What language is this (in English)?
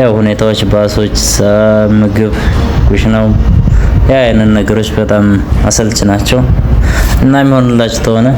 Amharic